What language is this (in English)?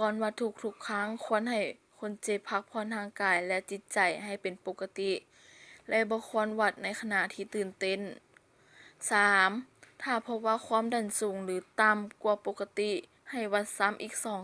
Lao